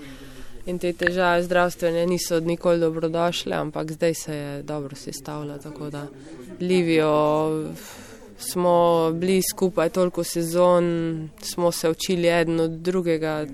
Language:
Slovenian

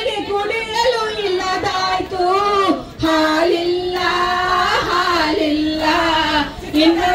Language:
Kannada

